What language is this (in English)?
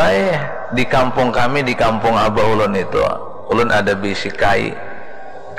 Banjar